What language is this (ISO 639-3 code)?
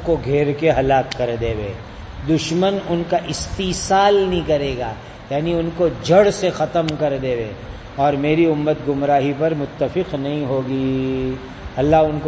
urd